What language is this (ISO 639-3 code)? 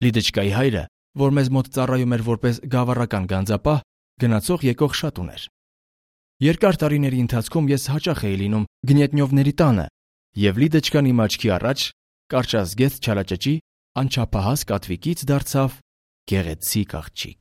hye